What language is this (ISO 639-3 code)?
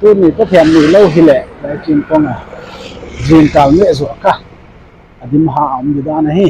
pck